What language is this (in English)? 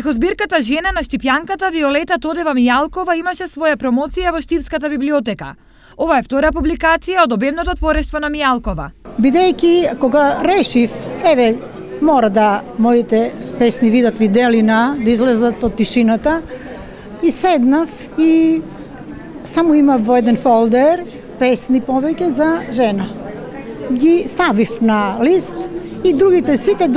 Macedonian